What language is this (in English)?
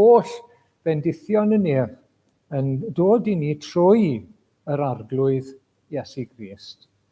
Welsh